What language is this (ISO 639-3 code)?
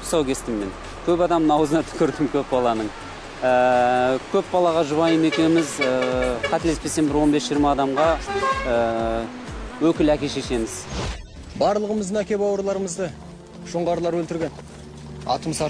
kaz